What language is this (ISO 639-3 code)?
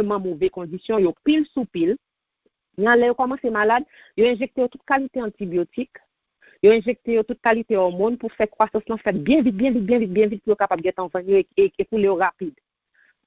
hat